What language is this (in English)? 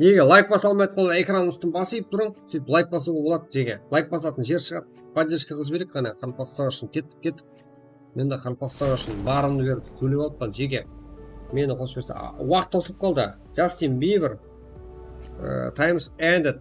Kara-Kalpak